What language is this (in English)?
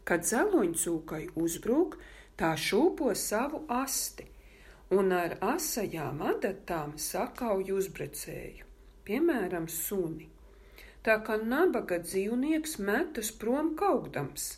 Latvian